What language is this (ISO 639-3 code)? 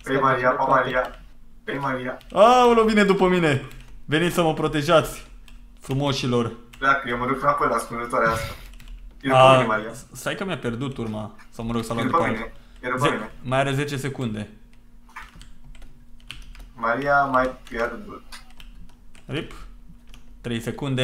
ron